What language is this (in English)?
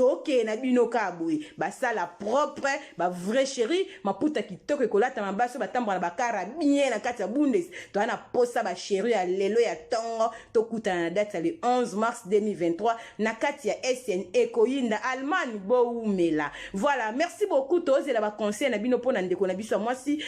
Lingala